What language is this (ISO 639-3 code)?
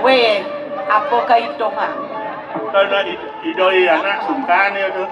ban